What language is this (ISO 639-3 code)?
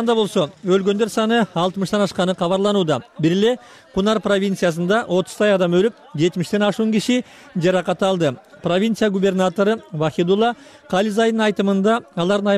kir